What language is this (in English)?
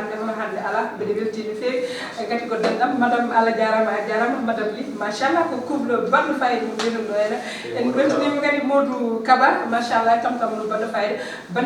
Fula